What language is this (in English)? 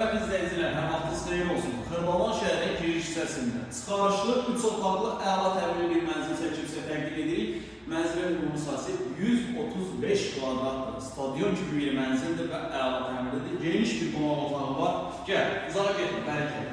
Azerbaijani